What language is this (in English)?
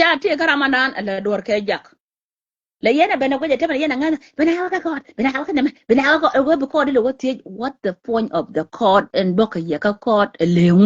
Nuer